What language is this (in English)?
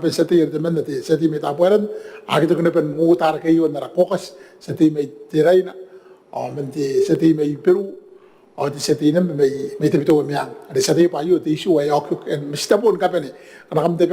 Gilbertese